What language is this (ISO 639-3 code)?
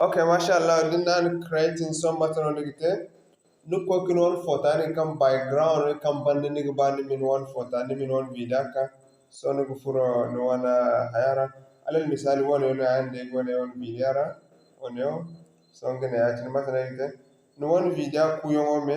dje